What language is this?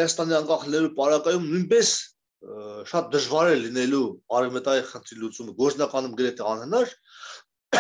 Armenian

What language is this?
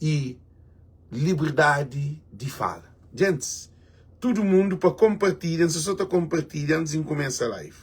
Kabuverdianu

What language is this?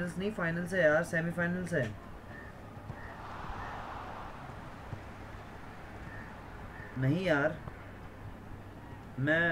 Hindi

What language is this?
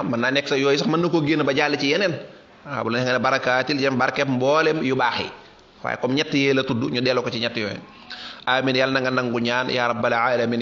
Wolof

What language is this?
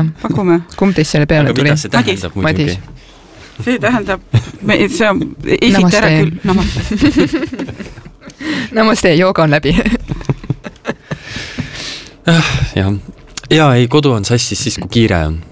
Estonian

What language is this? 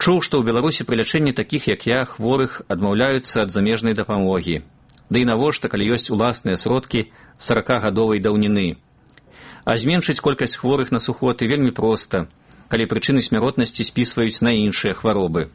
Belarusian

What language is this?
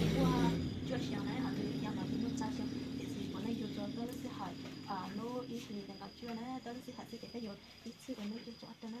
Hmong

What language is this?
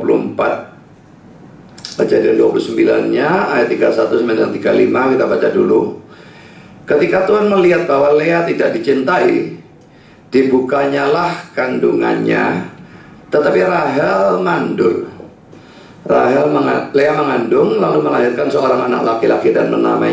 Indonesian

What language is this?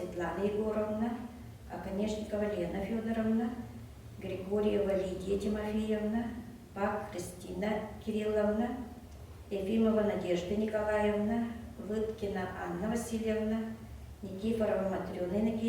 Yakut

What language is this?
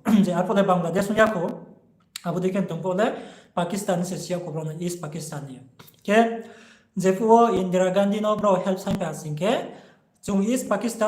Riang (India)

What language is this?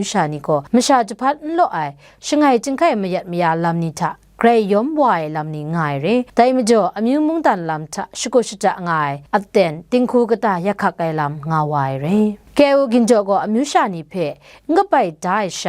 Kachin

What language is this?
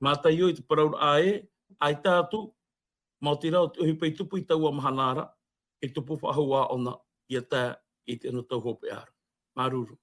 Tahitian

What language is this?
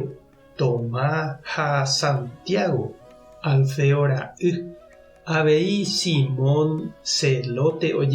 Guarani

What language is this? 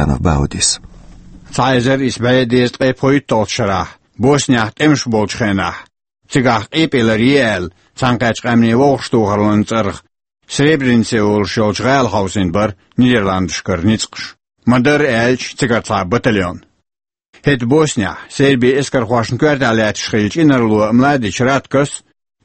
Chechen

